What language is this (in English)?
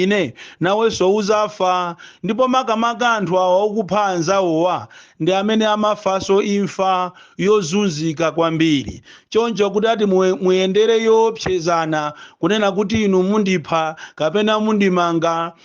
Nyanja